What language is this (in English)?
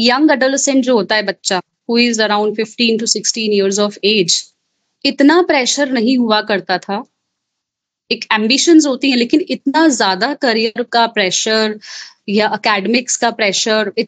Hindi